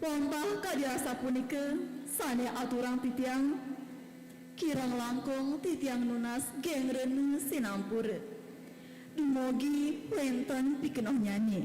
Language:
Balinese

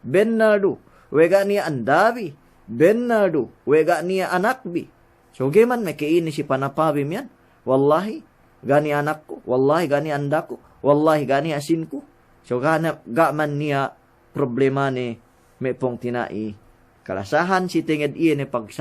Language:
Yakan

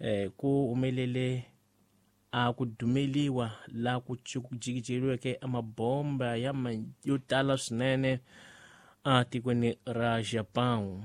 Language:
Tsonga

